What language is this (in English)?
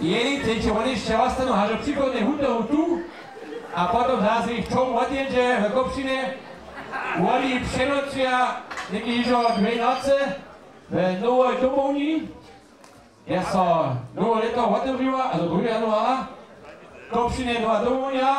Upper Sorbian